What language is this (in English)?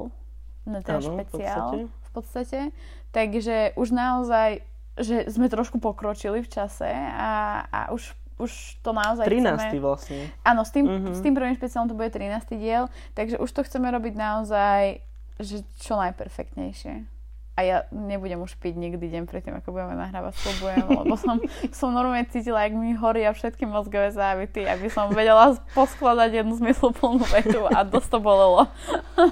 Slovak